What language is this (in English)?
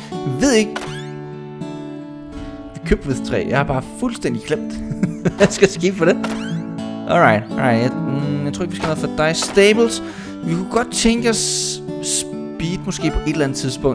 Danish